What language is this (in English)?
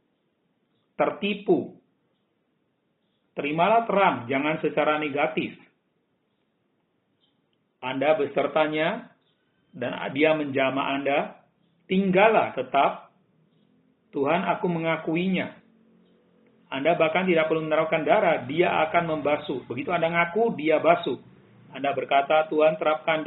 Indonesian